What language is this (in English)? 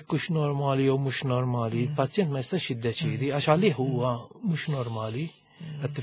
Maltese